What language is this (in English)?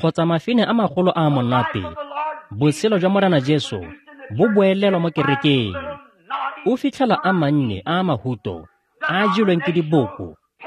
Tswana